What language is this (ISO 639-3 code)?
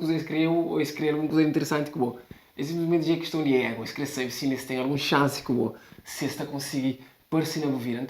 kea